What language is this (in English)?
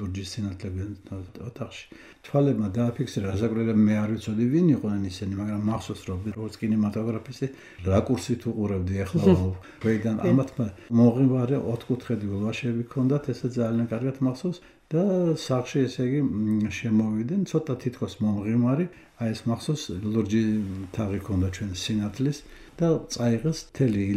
Georgian